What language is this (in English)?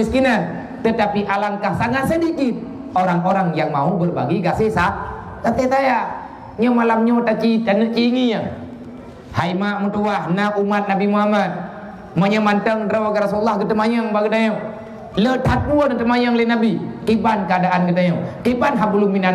Achinese